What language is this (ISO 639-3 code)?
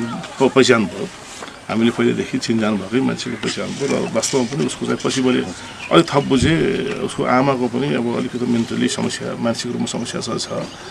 nep